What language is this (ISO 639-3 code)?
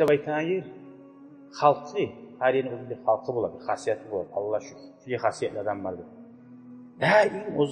kum